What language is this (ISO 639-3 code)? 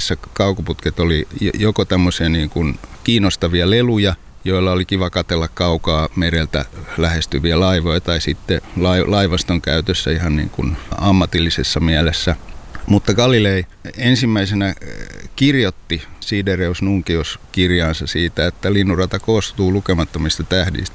fin